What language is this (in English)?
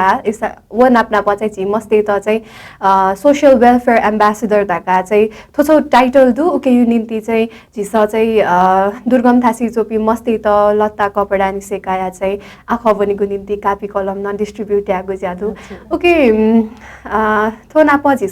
Newari